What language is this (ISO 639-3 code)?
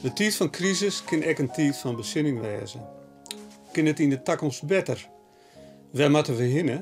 fry